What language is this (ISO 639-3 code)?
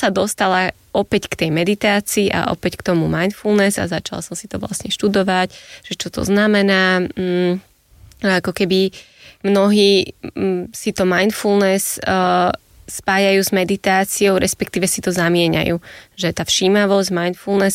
slk